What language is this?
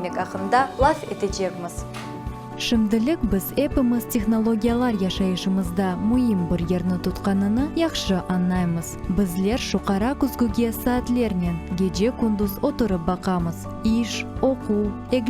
Crimean Tatar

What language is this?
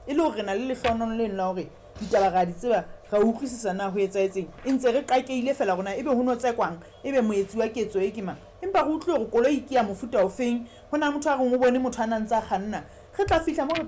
Southern Sotho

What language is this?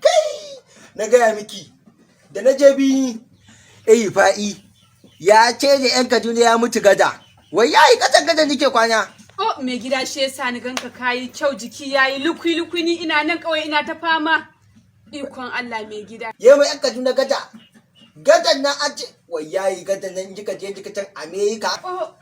Hausa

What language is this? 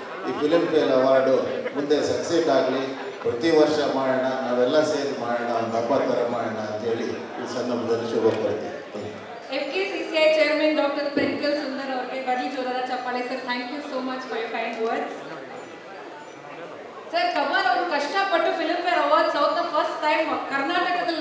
Kannada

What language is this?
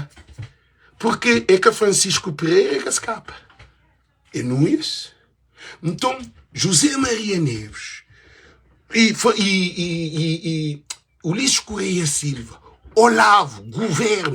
Kabuverdianu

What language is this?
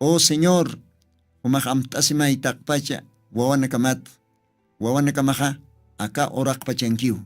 Aymara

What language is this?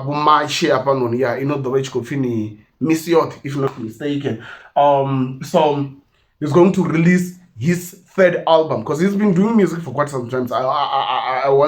Venda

